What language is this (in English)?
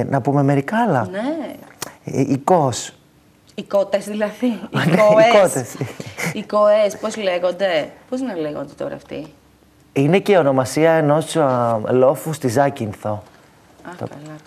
Greek